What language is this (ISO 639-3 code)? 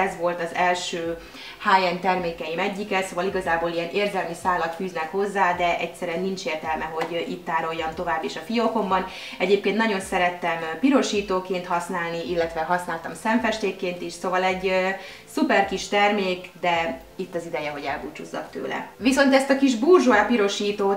hun